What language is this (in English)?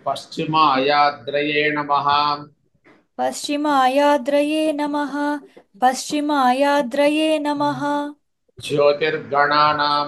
Sanskrit